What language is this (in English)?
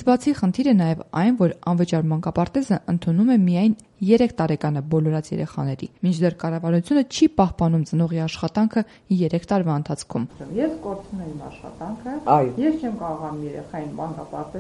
Armenian